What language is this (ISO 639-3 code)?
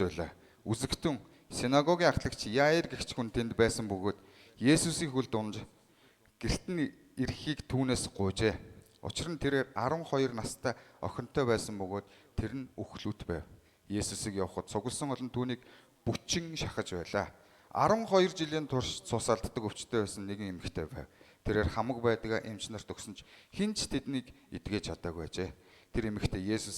mon